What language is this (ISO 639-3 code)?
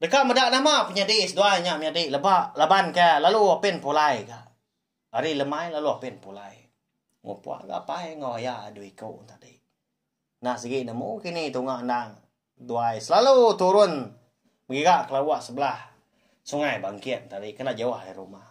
iba